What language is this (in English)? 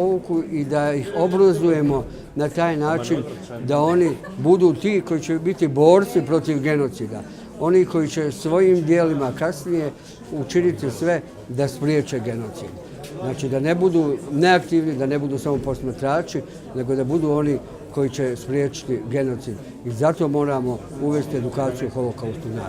Bosnian